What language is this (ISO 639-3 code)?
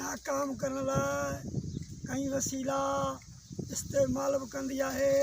snd